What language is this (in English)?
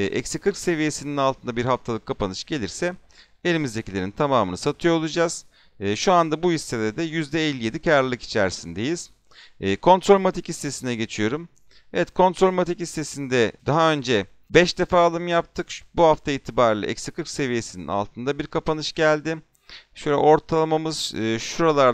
Turkish